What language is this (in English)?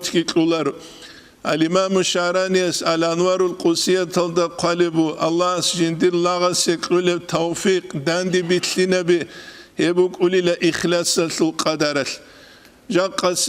Avaric